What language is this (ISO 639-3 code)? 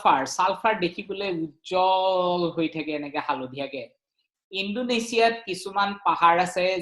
asm